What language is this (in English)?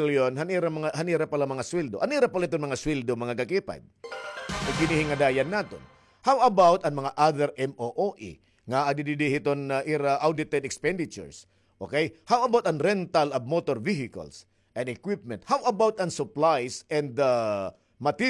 Waray